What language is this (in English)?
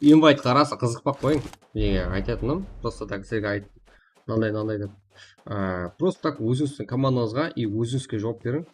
Kara-Kalpak